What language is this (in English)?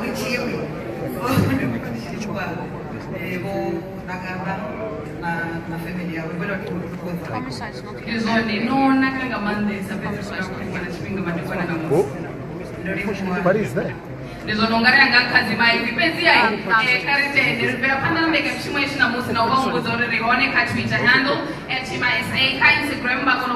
Venda